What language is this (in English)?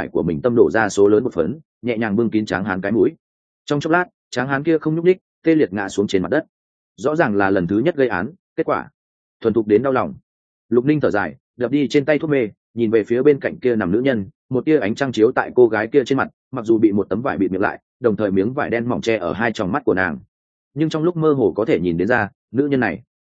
Vietnamese